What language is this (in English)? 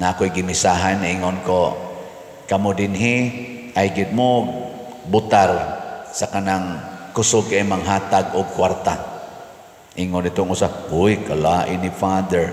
Cebuano